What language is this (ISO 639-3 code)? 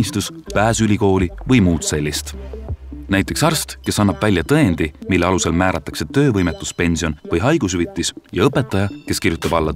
est